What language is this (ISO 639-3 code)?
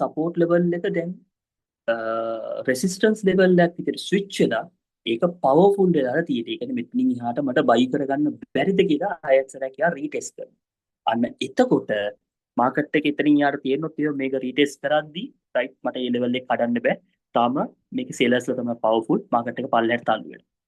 sin